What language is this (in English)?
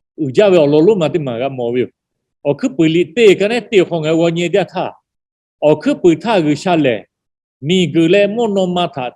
Lahu